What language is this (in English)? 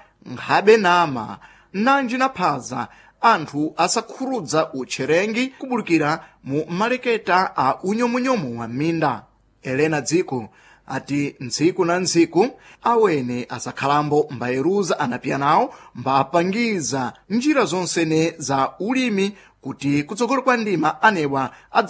Sena